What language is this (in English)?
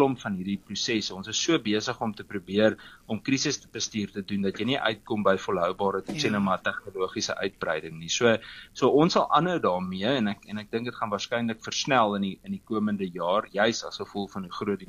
Afrikaans